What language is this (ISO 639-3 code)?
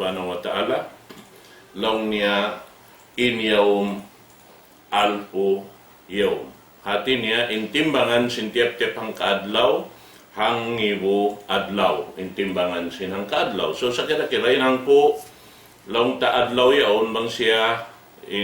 tsg